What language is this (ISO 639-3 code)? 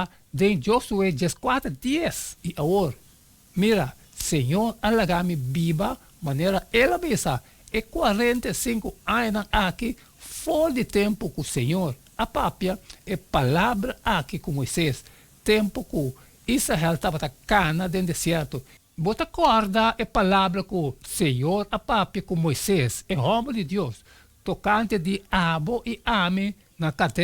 pap